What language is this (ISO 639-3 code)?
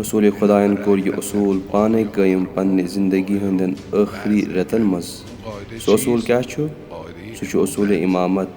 kas